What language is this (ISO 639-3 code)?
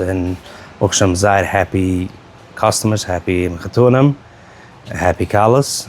yid